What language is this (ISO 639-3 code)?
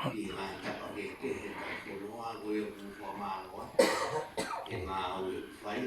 ton